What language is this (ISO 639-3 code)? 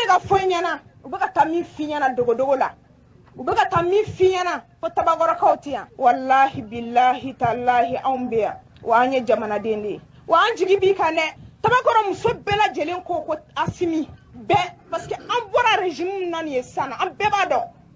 bam